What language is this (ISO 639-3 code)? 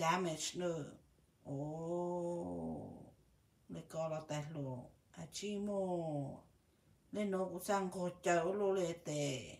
hmn